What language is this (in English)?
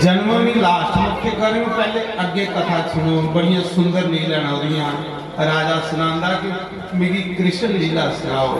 Dogri